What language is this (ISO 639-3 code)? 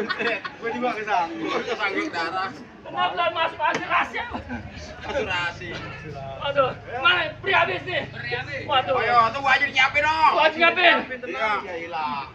bew